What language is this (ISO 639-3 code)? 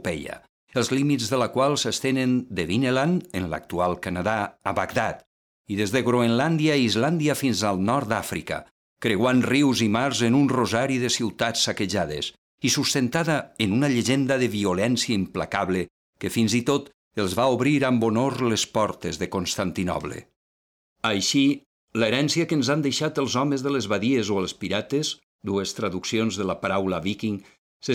cat